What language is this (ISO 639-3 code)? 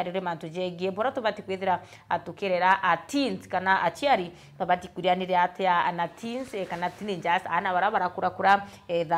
mer